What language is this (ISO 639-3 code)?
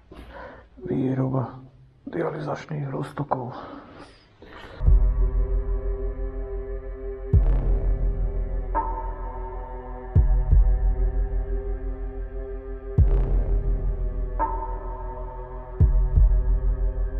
slk